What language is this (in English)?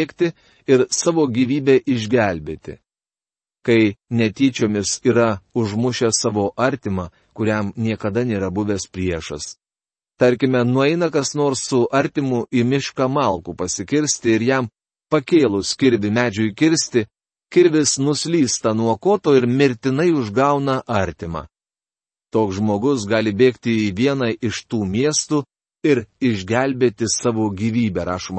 Lithuanian